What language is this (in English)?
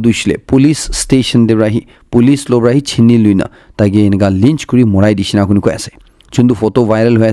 Naga Pidgin